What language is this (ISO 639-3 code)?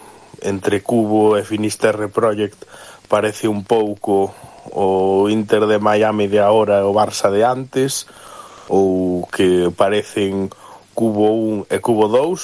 glg